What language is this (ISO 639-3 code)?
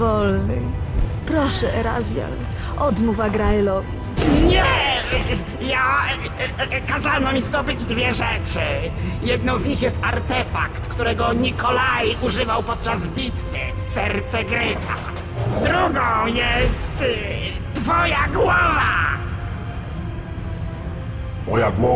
pol